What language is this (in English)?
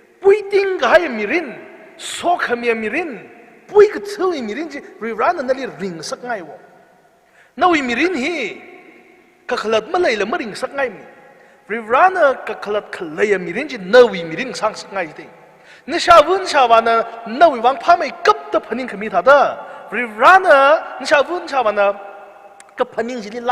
Tangkhul Naga (India)